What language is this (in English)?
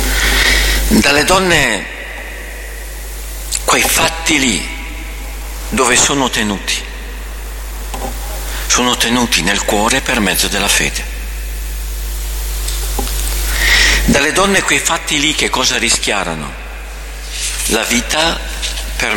Italian